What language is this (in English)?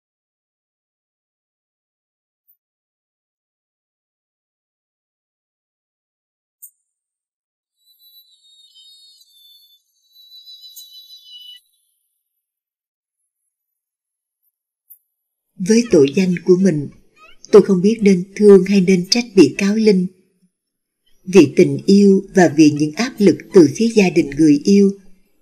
Vietnamese